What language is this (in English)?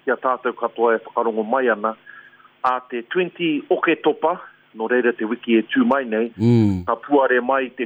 Māori